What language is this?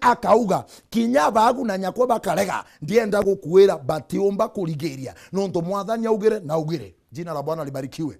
Meru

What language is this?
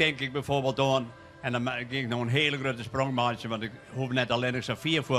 Western Frisian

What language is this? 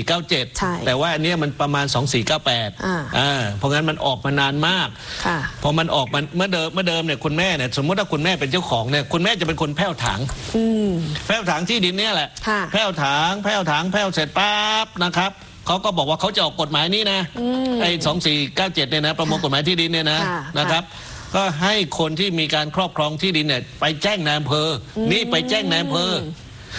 Thai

